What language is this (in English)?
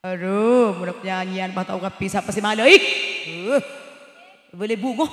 Madurese